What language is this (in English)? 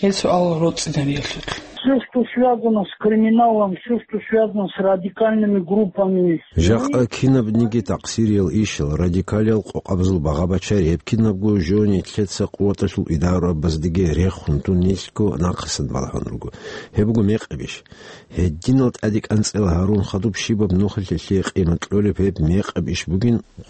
Avaric